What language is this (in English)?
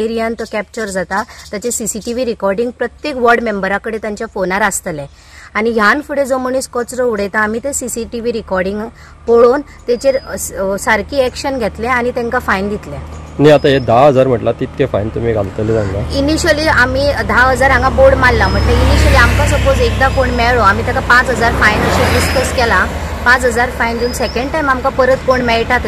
Konkani